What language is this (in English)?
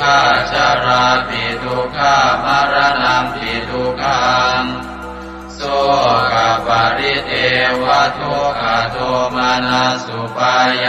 Pali